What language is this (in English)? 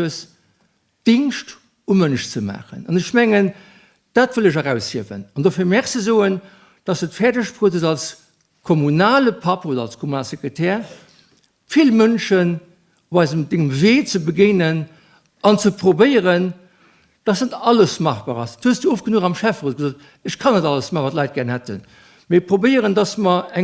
Luxembourgish